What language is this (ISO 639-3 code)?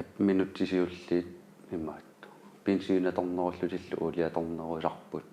kal